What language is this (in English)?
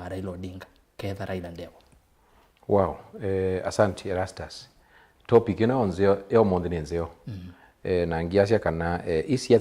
Kamba